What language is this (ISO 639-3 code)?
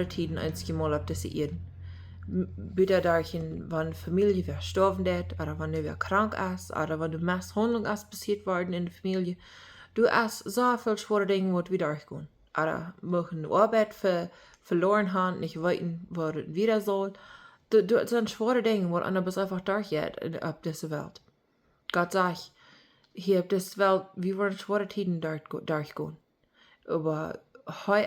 pdt